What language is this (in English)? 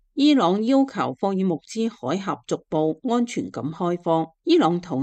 Cantonese